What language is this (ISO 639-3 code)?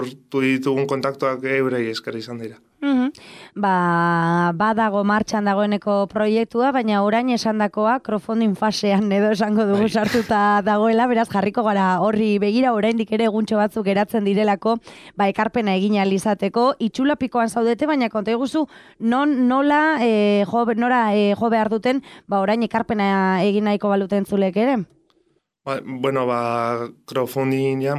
eus